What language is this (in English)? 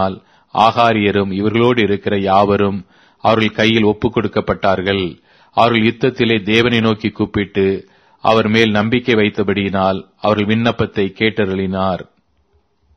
Tamil